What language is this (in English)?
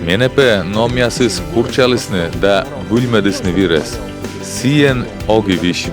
Komi